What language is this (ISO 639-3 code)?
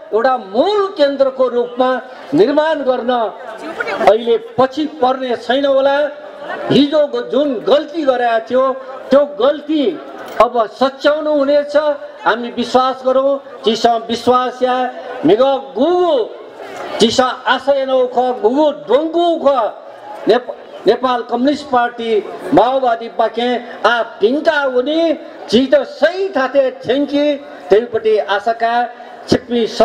new